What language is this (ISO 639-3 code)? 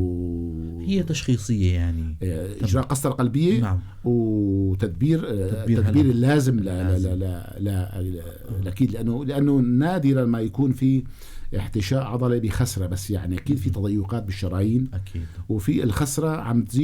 apc